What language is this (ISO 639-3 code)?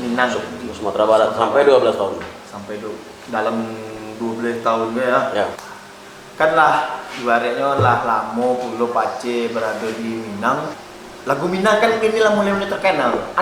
min